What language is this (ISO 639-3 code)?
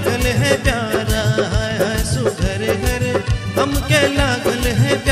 bho